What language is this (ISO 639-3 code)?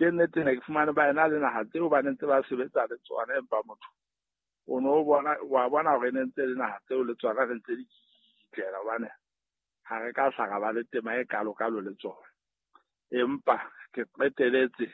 sot